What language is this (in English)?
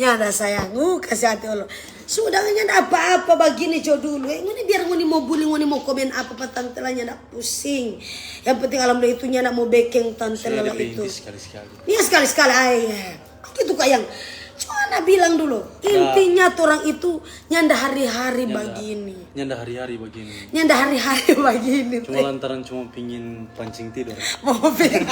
Manado Malay